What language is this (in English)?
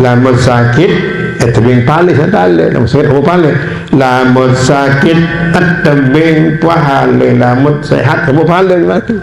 Sasak